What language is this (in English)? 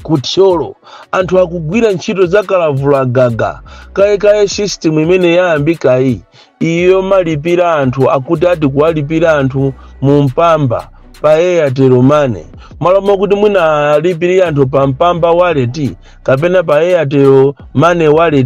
Nyanja